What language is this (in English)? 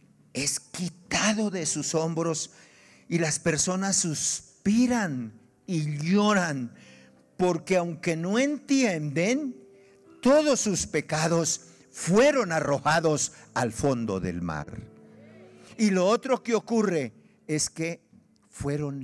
Spanish